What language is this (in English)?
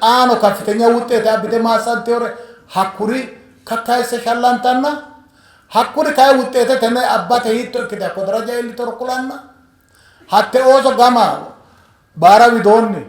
Sidamo